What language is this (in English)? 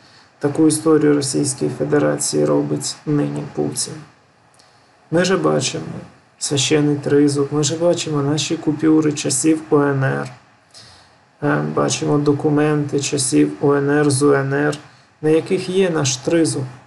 Ukrainian